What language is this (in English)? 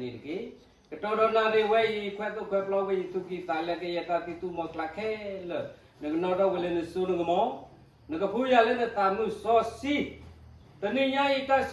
S'gaw Karen